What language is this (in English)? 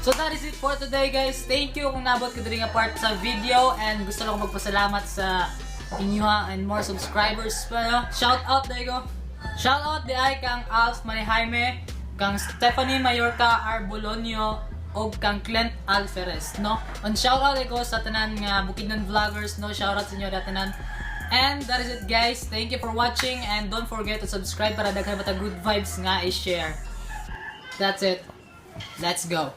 Cebuano